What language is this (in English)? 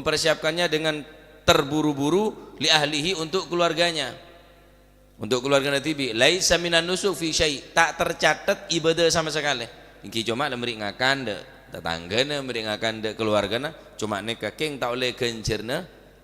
Madurese